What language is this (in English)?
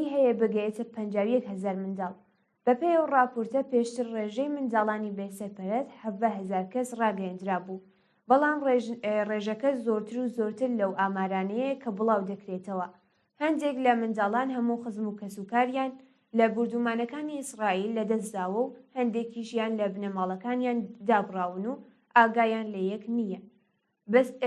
Central Kurdish